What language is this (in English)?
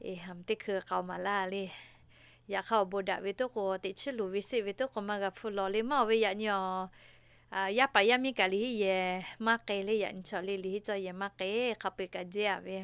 Lahu